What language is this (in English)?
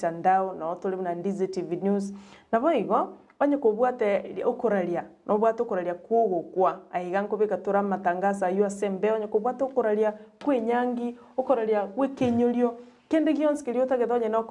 Gusii